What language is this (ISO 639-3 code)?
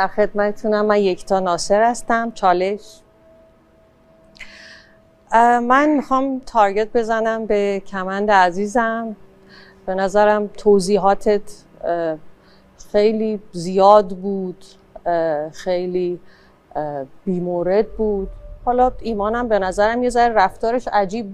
fas